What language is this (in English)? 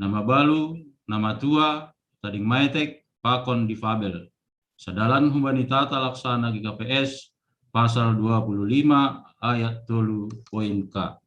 Batak Simalungun